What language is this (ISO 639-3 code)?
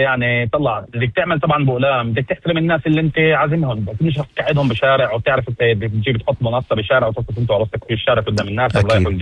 apc